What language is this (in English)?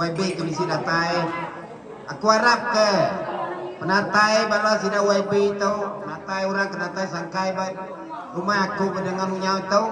Iban